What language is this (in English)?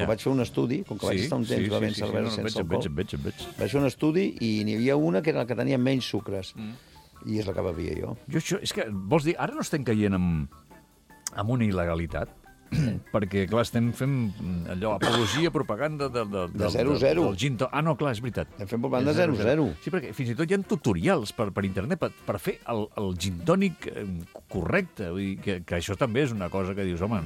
Catalan